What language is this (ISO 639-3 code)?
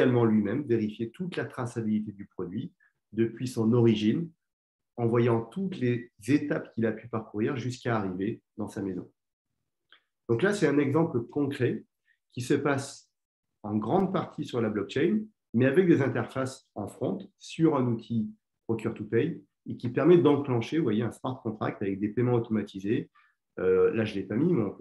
fra